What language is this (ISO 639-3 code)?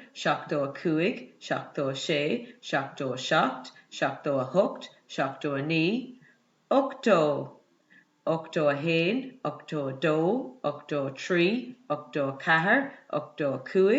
gle